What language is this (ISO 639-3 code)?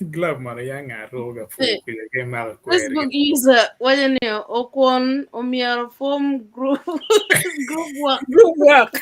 ach